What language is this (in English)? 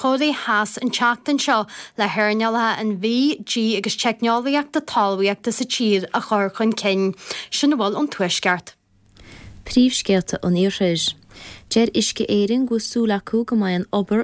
Irish